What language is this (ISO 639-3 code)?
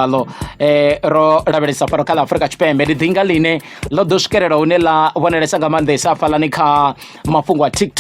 ven